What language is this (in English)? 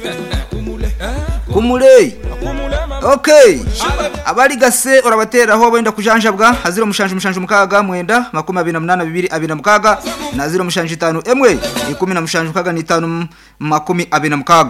Kinyarwanda